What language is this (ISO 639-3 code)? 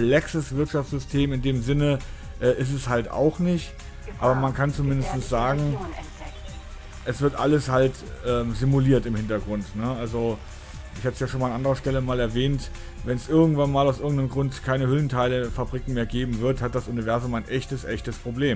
deu